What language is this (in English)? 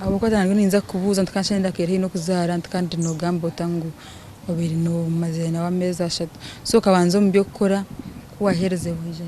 Nyankole